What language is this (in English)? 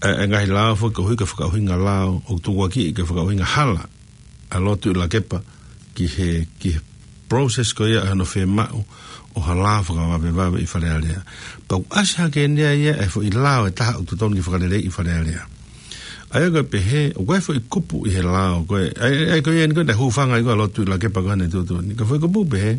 Tongan